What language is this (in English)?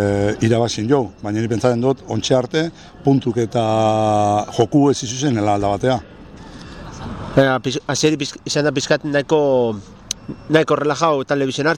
Basque